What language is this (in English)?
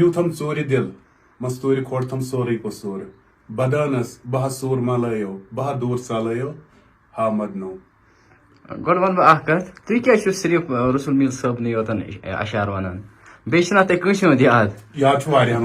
Kashmiri